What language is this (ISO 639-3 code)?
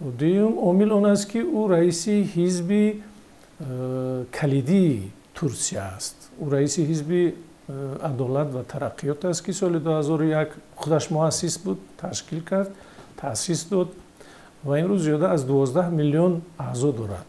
tgk